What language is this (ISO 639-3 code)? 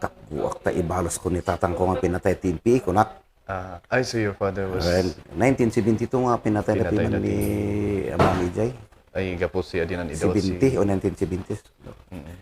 kne